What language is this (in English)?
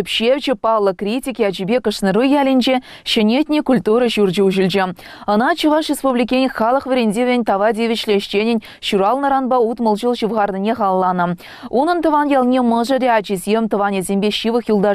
Chuvash